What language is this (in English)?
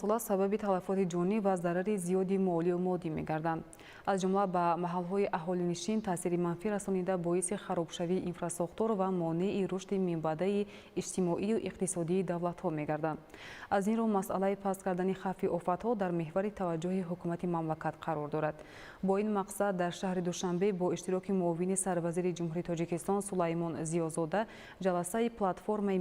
Tajik